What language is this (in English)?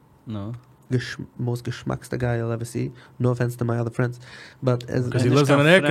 Yiddish